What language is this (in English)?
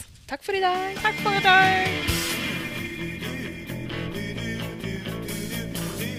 Norwegian